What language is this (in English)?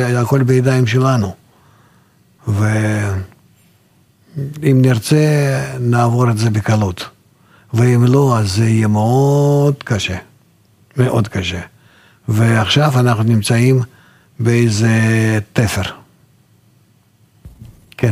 Hebrew